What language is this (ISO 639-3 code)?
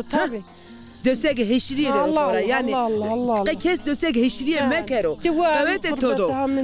zza